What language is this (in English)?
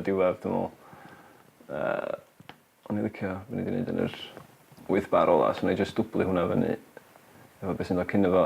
Welsh